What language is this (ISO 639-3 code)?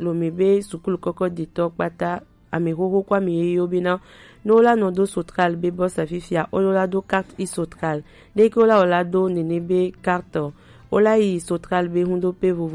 gej